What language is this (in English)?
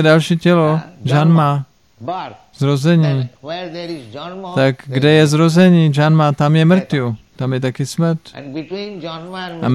Czech